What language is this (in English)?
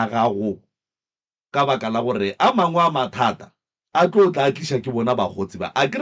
Northern Sotho